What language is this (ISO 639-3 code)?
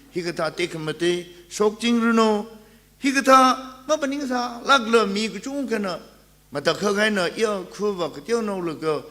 nmf